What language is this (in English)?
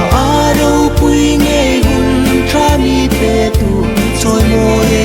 Hmar